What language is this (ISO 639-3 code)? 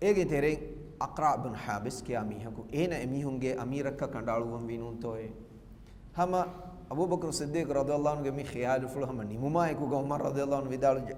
div